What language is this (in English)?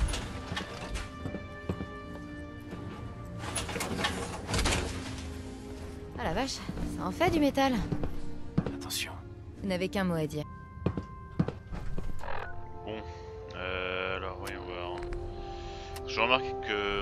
French